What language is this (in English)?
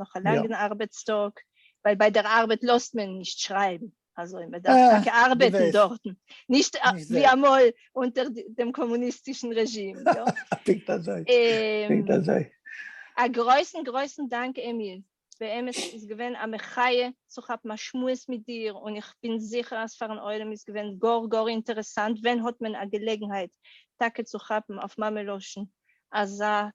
Yiddish